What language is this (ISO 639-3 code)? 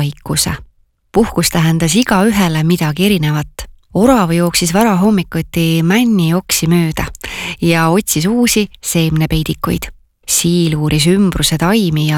est